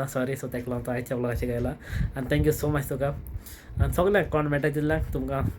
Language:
Konkani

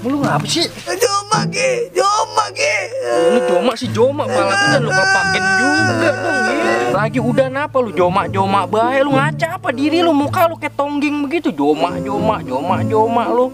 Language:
Betawi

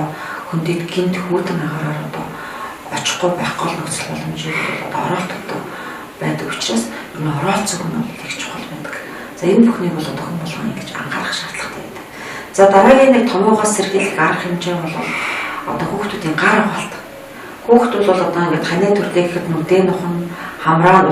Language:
Mongolian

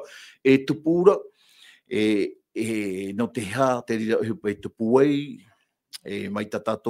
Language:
Tahitian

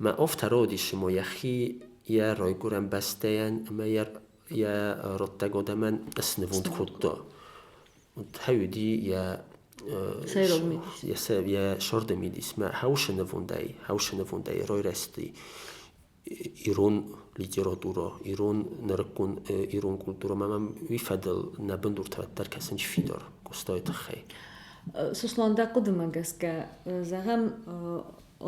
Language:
Ossetic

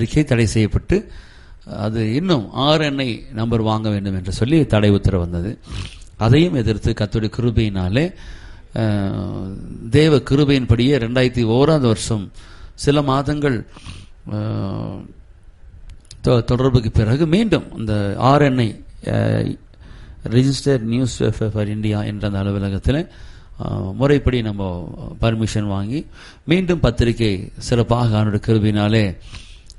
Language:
Tamil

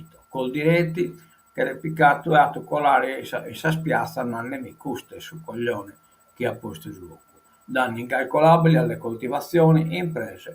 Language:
Sardinian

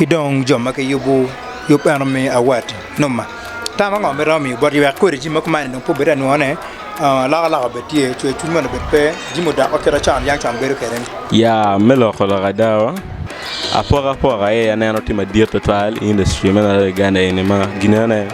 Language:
Acoli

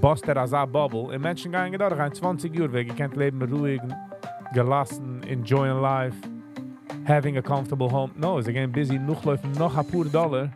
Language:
Yiddish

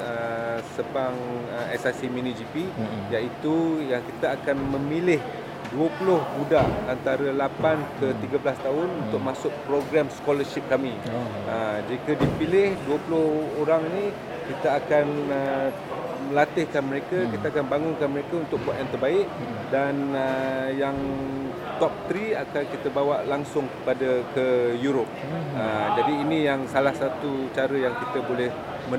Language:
Malay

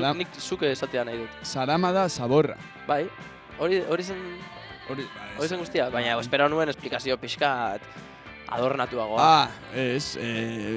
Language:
Basque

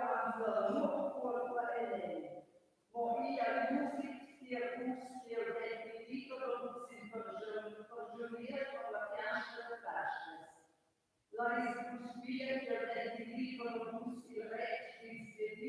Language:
Romansh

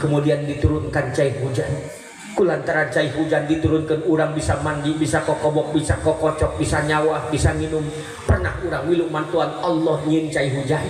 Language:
Sundanese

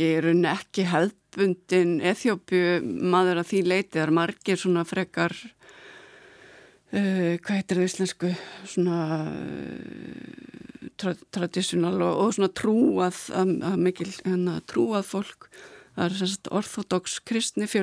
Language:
Icelandic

